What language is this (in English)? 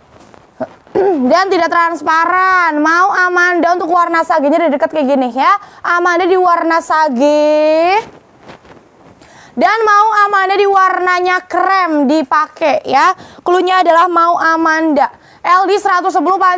Indonesian